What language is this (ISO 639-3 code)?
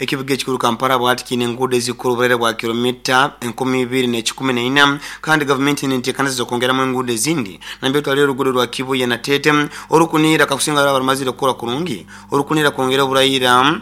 nyo